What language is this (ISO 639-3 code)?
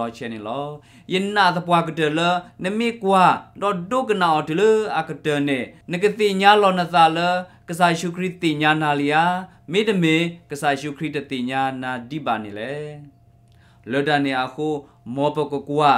ksw